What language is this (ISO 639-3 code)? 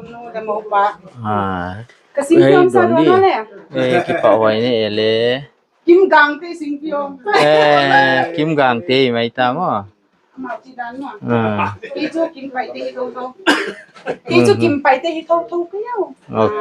pck